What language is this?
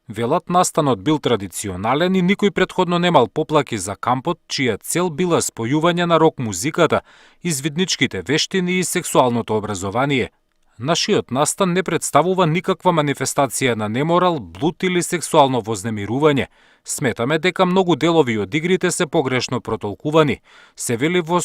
Macedonian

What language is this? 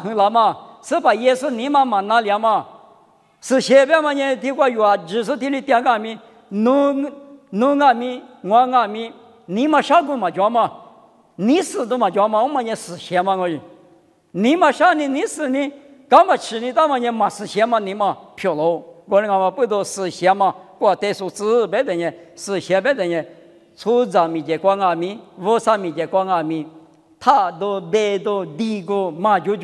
Lisu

